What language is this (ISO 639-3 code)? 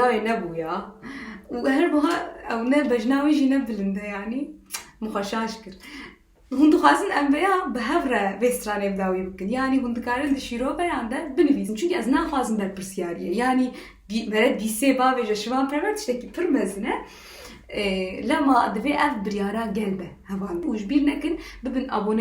kur